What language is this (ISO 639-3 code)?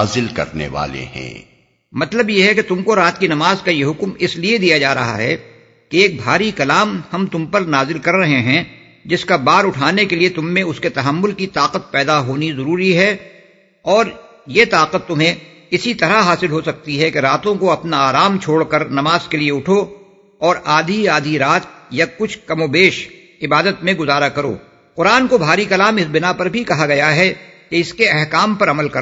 urd